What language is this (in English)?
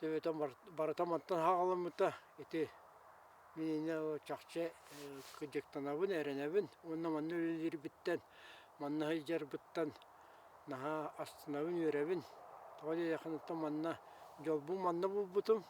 Yakut